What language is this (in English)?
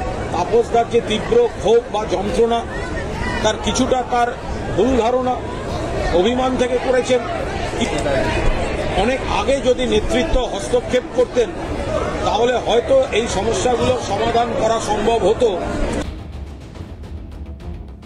Bangla